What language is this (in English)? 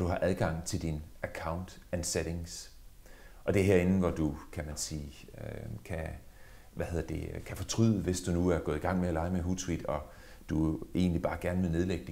Danish